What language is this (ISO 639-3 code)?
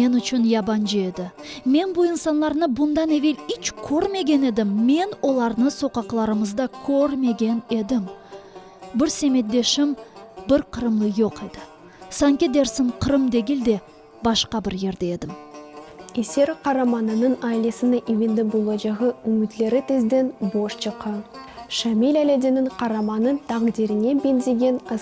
crh